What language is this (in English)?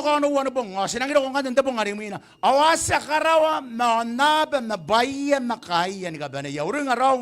Gilbertese